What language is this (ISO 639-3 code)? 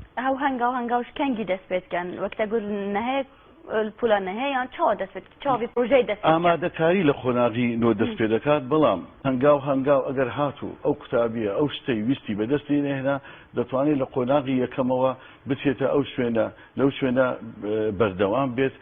ckb